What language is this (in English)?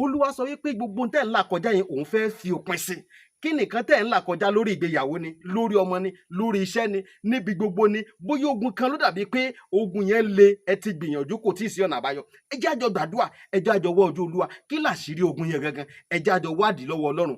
Yoruba